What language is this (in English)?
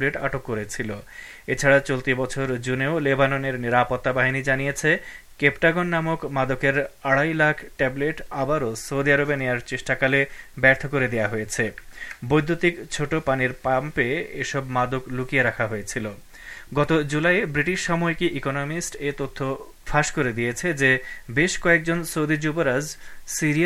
Bangla